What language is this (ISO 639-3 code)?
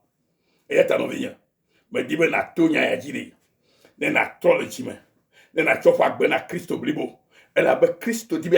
ewe